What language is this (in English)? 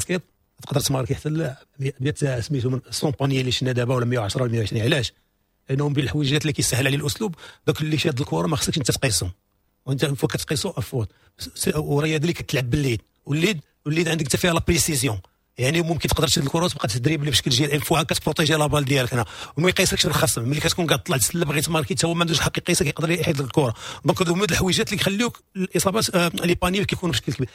Moroccan Arabic